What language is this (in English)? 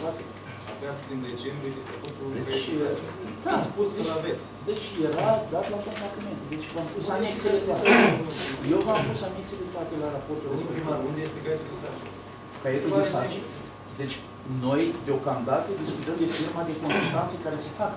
Romanian